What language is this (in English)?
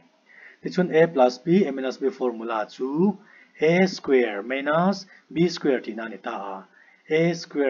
Mizo